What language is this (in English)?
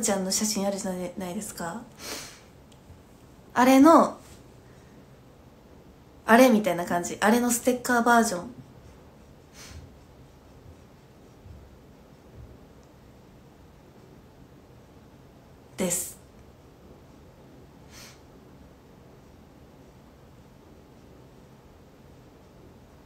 Japanese